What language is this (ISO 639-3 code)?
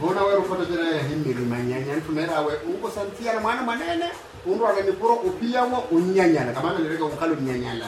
vmw